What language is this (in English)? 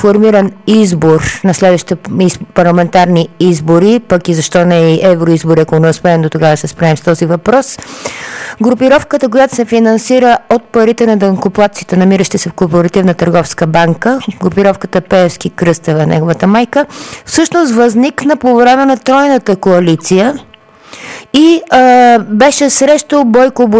Bulgarian